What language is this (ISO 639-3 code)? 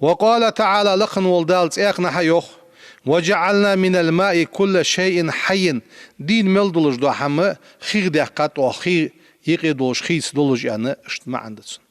inh